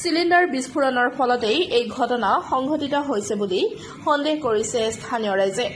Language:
Assamese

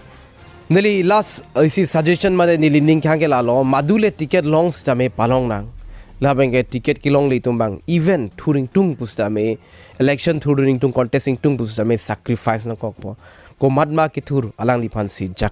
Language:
Karbi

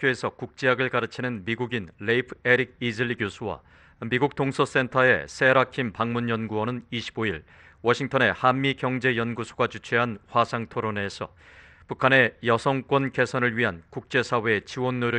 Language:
Korean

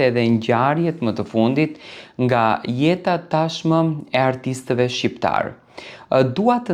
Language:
Albanian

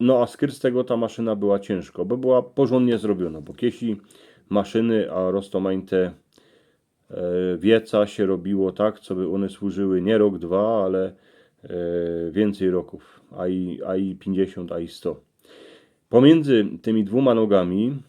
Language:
Silesian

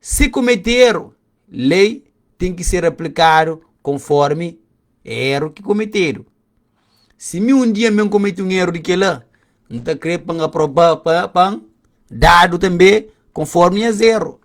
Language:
Kabuverdianu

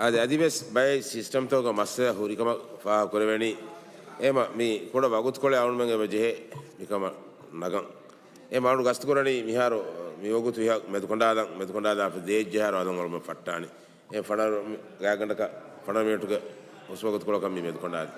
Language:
Divehi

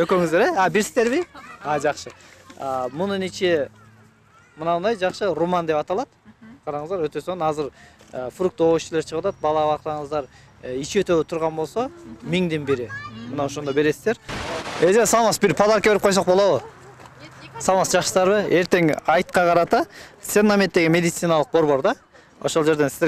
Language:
Kyrgyz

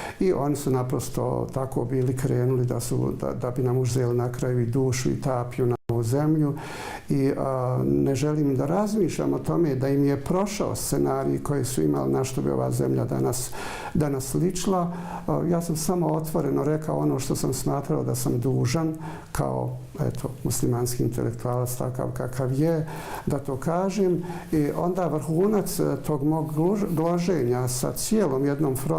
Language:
Bosnian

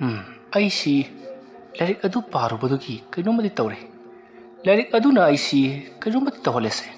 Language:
Manipuri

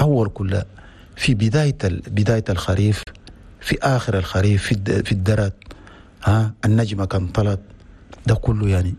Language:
Chadian Arabic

